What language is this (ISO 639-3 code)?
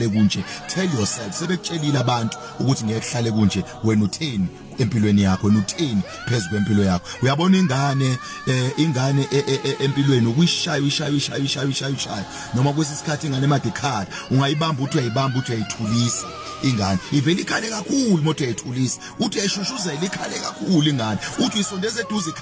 zul